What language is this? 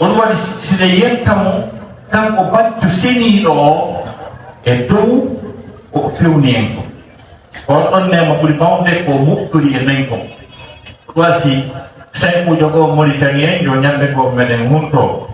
Fula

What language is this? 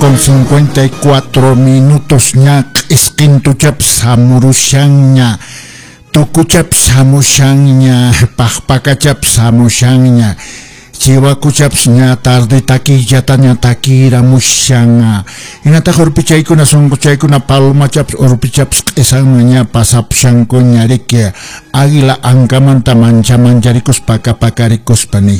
Quechua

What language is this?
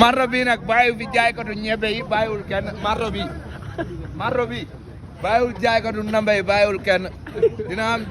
Wolof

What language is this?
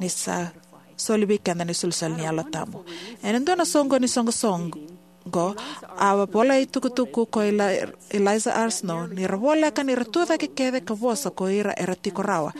Fijian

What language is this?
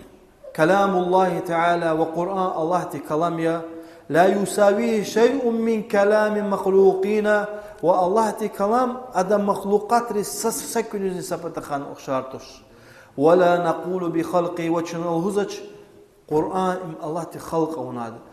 Lezghian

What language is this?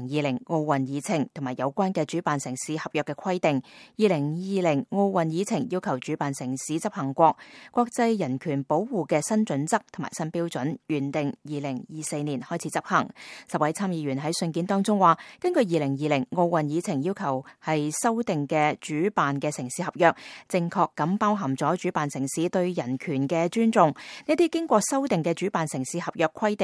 Cantonese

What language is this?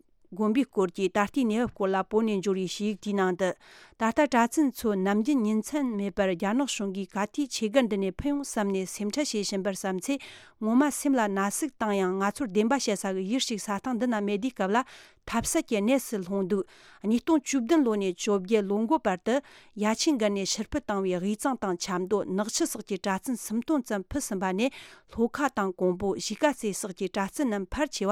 Tibetan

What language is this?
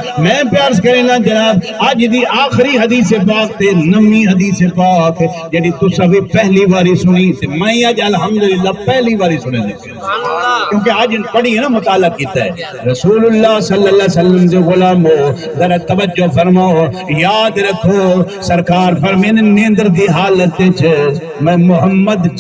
Saraiki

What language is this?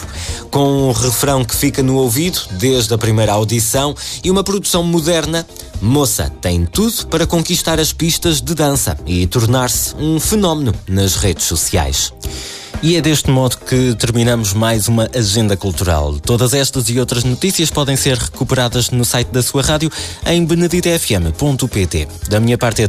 Portuguese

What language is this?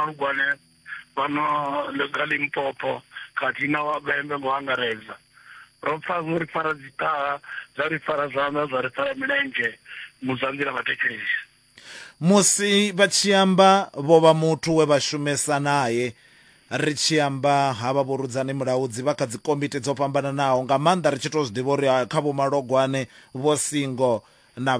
Venda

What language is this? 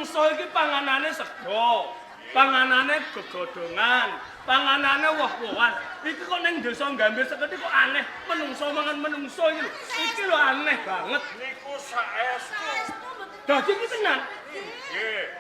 Javanese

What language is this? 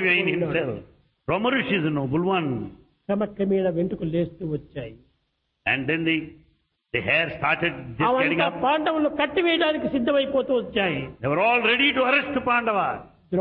Telugu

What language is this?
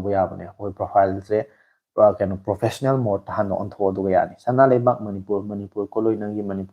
Manipuri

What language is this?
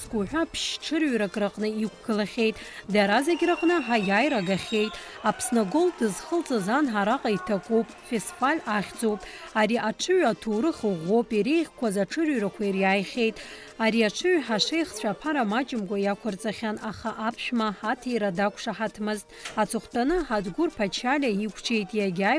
Abkhazian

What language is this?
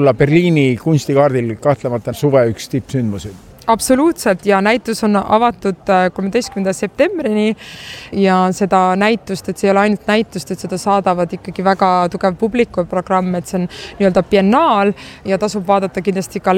Estonian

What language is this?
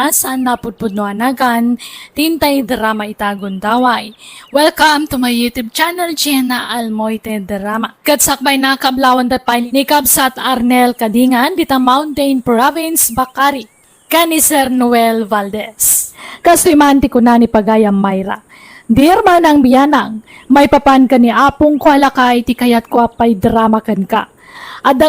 Iloko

